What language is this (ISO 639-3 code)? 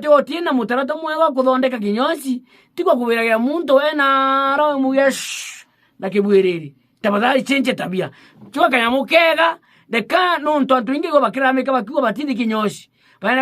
mer